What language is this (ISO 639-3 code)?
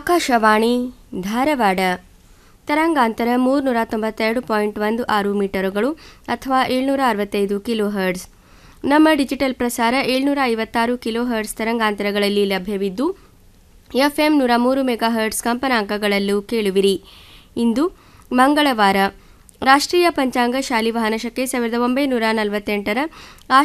kan